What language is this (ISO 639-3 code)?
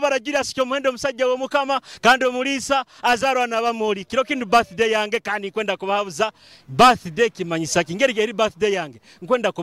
nyo